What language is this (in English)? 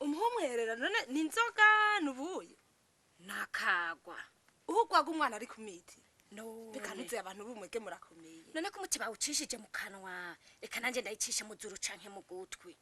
Rundi